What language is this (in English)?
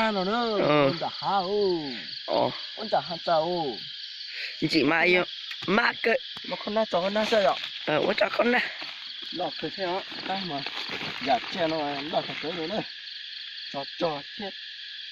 Hmong